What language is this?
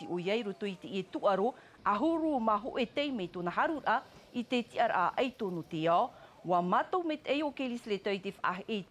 Tahitian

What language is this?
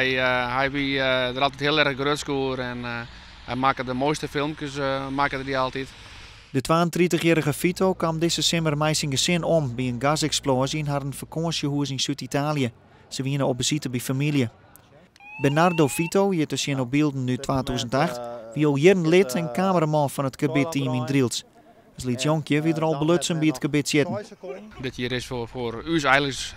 Western Frisian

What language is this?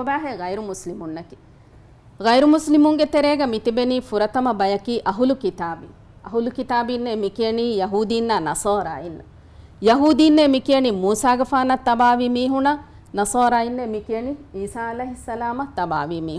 Divehi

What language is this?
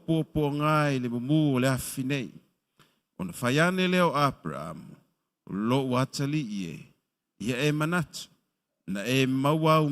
Samoan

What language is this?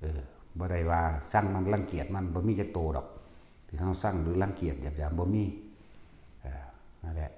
Northeastern Thai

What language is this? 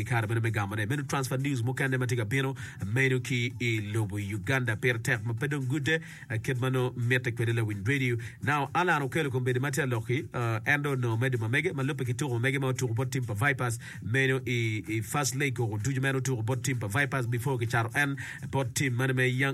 Acoli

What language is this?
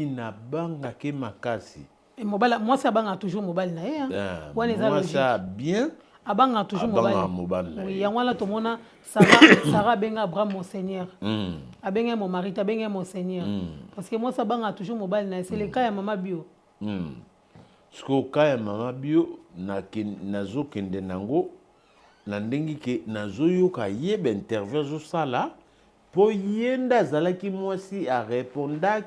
Lingala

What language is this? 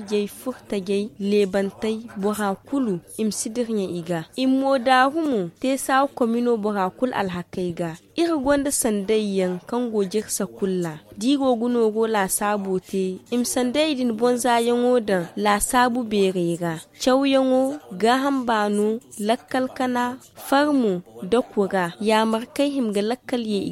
Zarma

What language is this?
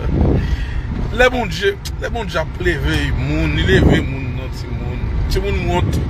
Haitian Creole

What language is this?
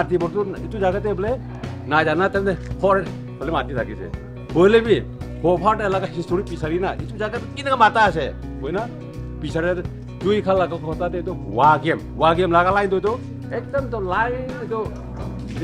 Naga Pidgin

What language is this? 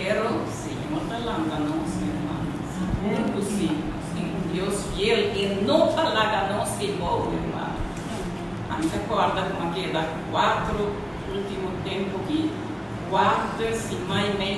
Papiamento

